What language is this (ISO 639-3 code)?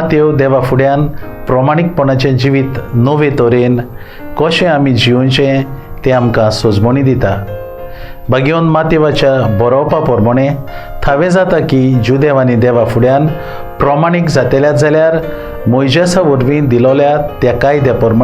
kok